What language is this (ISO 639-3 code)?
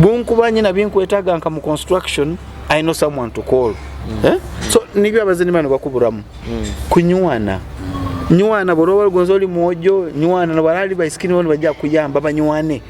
nyo